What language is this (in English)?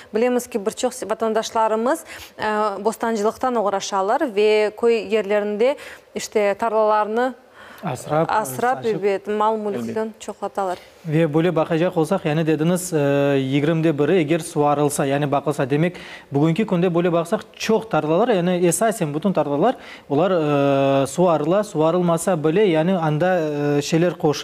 Crimean Tatar